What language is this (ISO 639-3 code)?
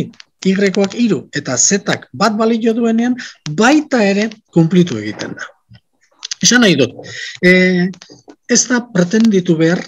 eus